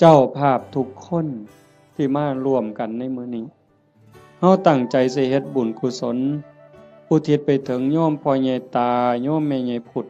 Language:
Northeastern Thai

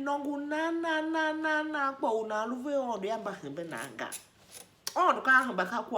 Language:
Tiv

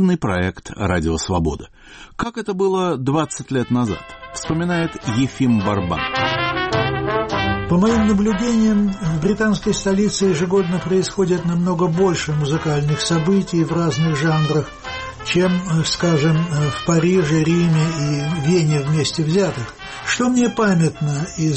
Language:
Russian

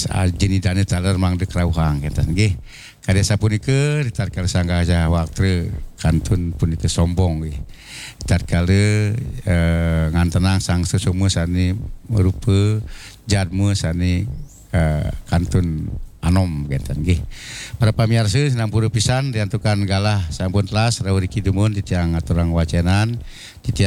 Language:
Balinese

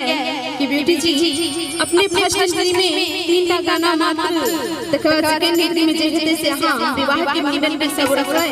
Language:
Maithili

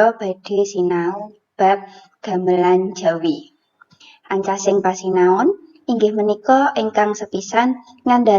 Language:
Javanese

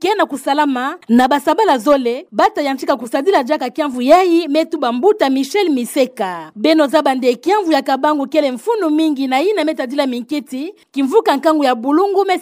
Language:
Kituba (Democratic Republic of Congo)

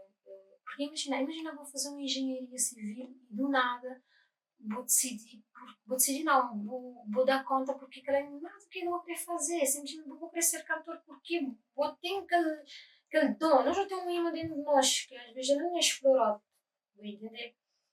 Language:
Kabuverdianu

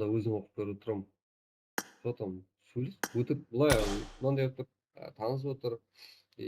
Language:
Kara-Kalpak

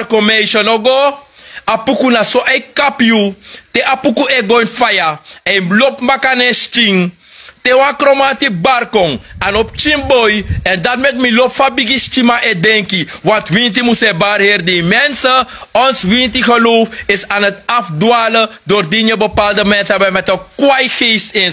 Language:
Sranan Tongo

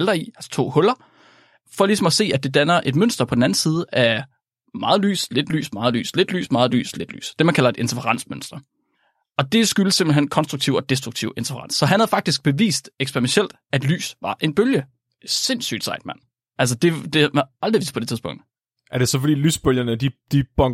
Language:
Danish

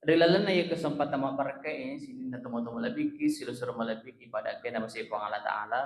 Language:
Buginese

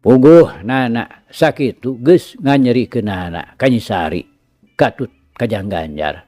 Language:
Sundanese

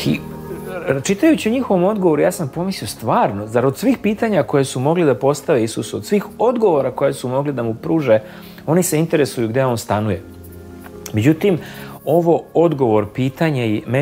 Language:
Serbian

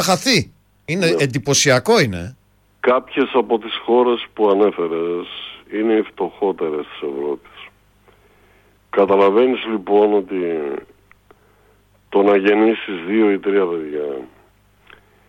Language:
Greek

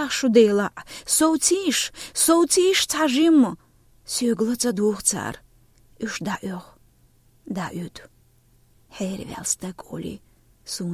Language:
Chechen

